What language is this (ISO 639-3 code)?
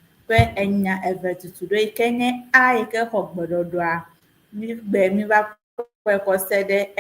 ewe